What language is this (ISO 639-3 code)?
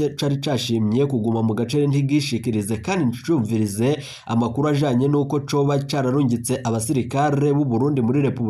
run